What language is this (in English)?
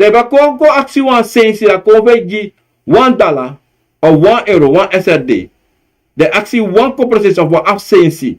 Sranan Tongo